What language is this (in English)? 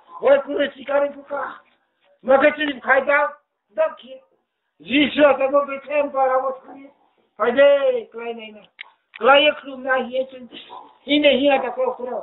Riang (India)